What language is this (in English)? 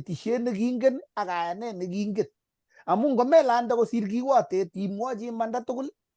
Kalenjin